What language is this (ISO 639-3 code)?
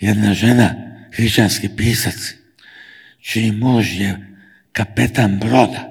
srp